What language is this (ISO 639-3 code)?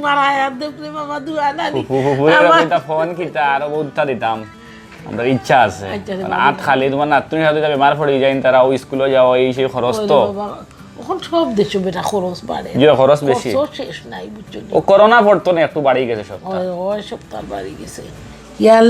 syl